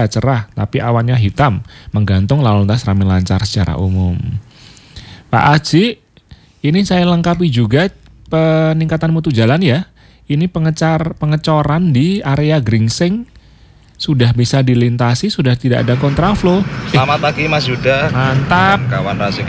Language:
Indonesian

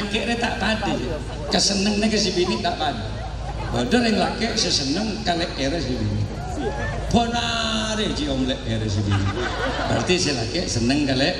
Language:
Madurese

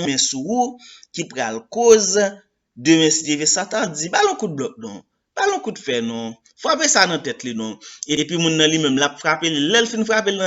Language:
Haitian Creole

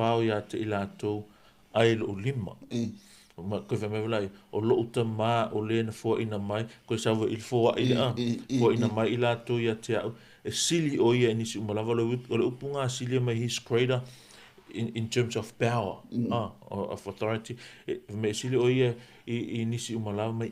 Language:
Samoan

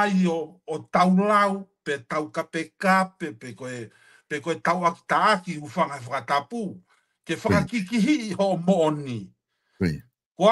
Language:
Tongan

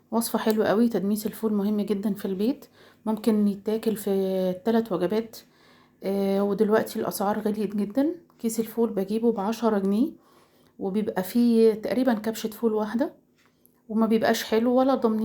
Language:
Egyptian Arabic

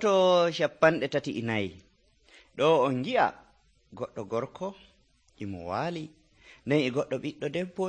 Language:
Nigerian Fulfulde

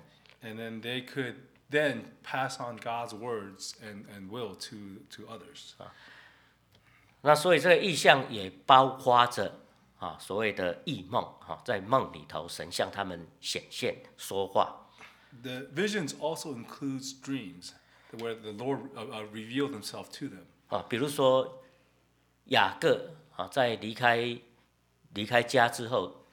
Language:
Chinese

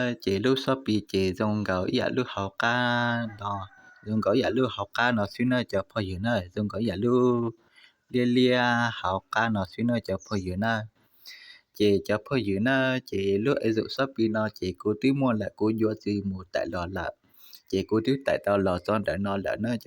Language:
Hmong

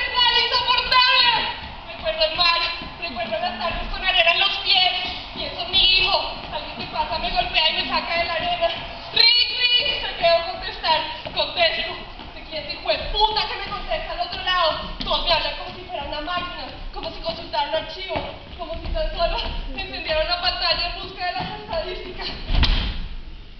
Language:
Spanish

